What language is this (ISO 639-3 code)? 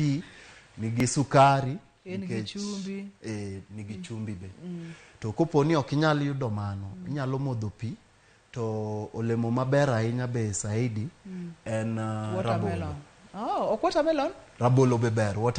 luo